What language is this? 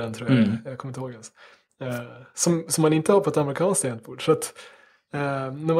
Swedish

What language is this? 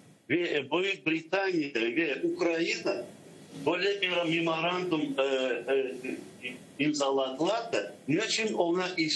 Crimean Tatar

